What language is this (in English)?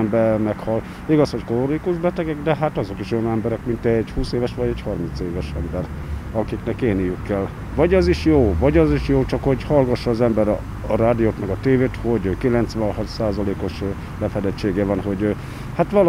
Hungarian